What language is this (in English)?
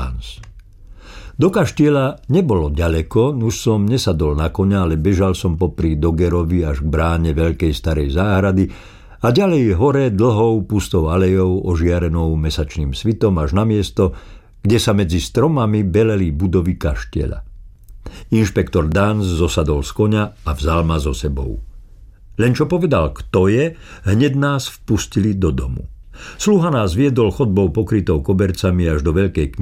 Slovak